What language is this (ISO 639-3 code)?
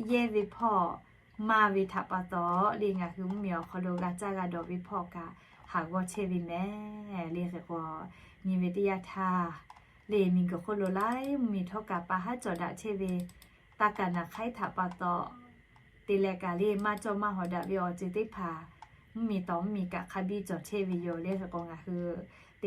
lhu